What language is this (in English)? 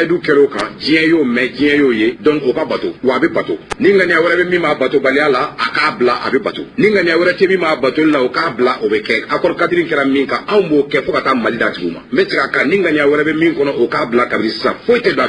Bambara